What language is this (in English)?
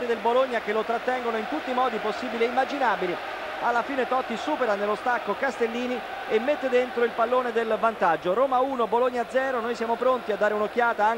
Italian